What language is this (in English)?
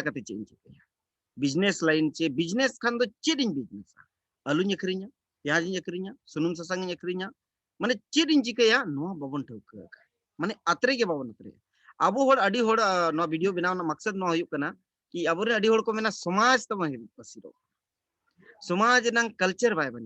Santali